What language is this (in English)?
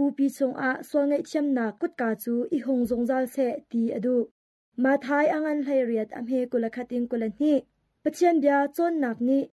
Hakha Chin